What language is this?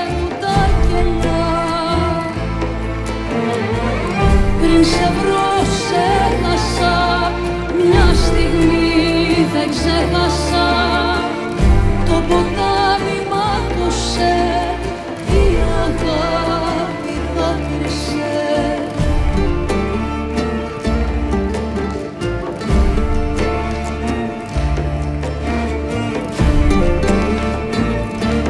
Greek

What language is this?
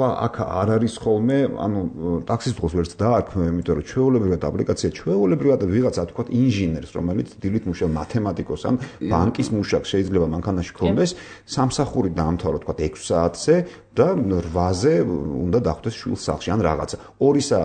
Georgian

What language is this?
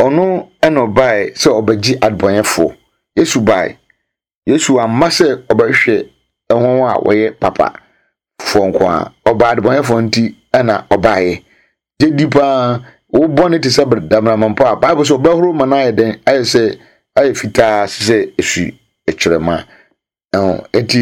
Akan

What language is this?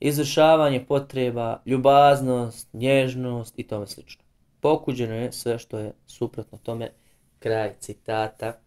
Bosnian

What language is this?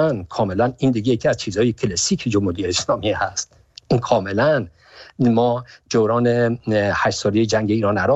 Persian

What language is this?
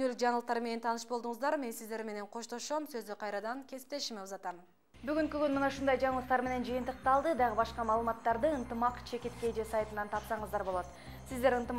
Kyrgyz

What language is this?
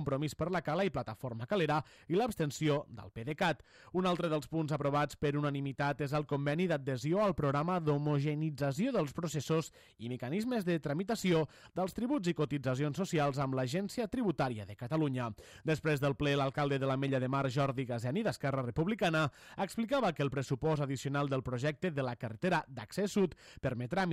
Catalan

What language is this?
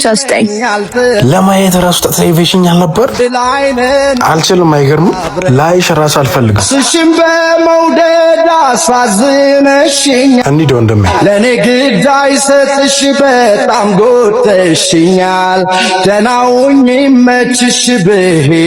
Amharic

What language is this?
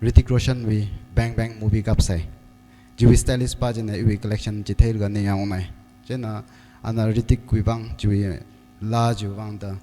Tangkhul Naga (India)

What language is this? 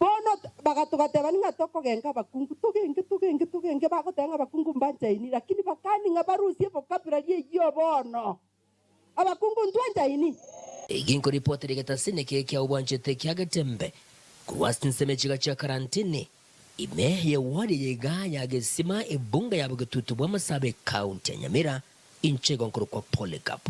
Gusii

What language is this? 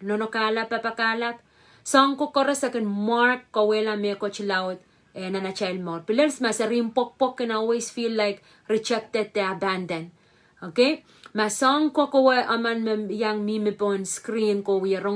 Pohnpeian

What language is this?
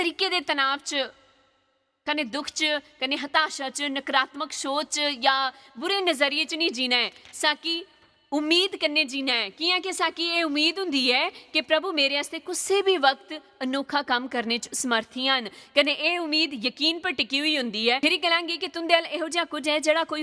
Dogri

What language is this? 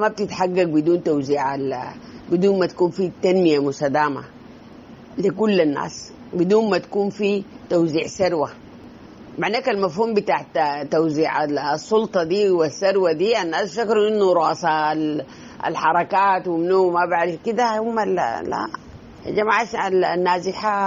Sudanese Arabic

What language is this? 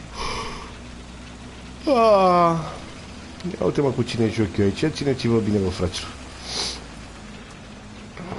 Romanian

